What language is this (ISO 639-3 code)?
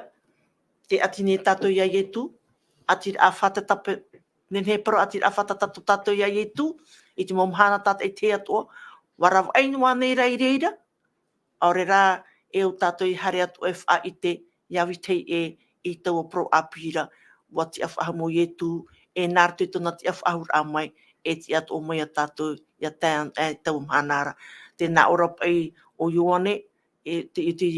tah